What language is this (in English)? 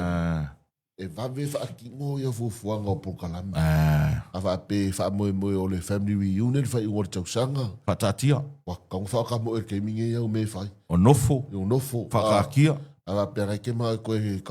Samoan